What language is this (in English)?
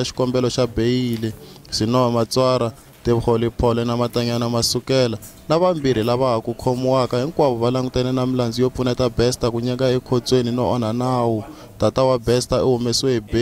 Tsonga